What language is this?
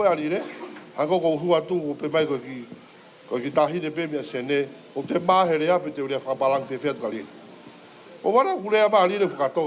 Tongan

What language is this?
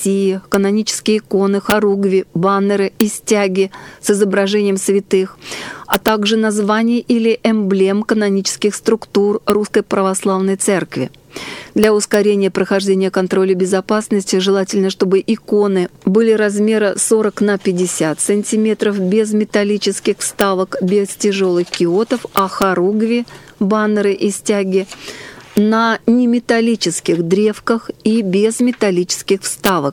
Russian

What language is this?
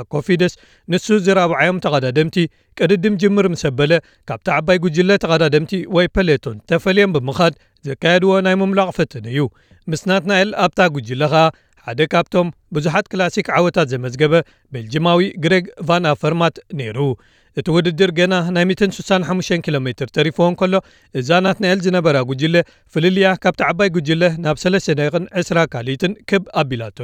Tigrinya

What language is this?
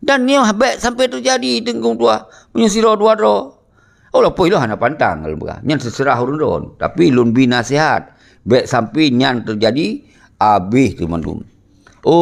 Achinese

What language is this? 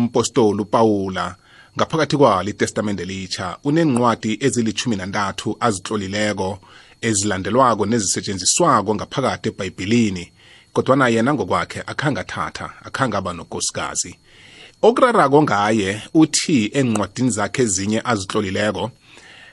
South Ndebele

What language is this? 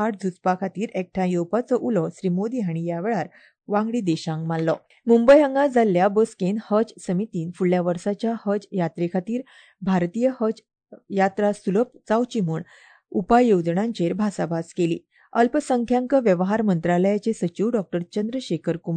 Konkani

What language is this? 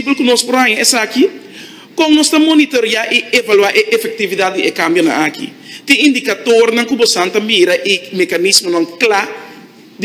Papiamento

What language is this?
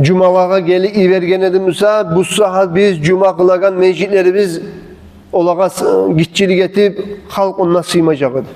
Kumyk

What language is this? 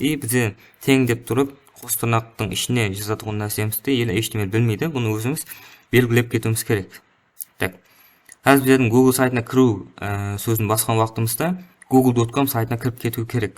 Kara-Kalpak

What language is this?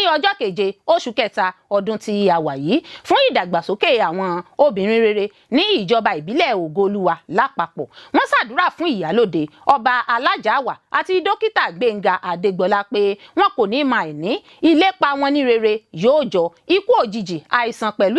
Yoruba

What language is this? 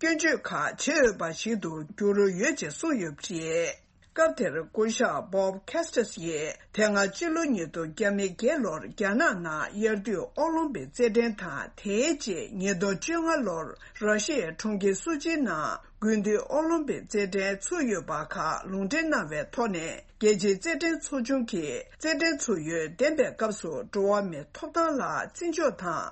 Tibetan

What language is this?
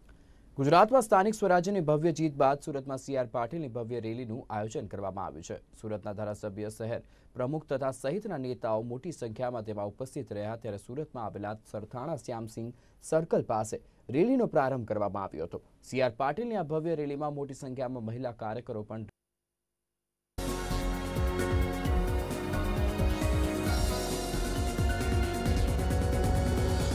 Gujarati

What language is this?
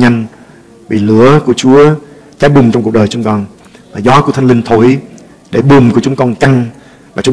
Vietnamese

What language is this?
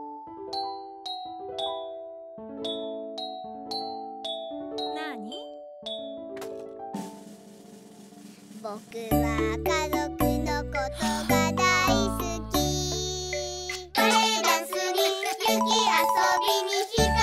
Japanese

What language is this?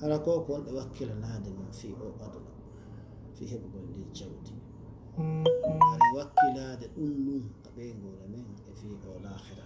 Fula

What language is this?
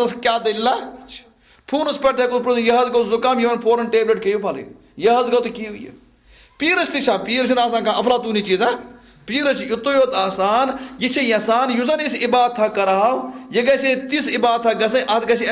Kashmiri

